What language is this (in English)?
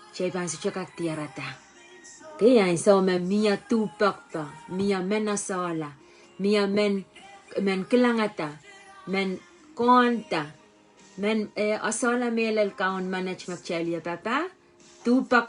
Pohnpeian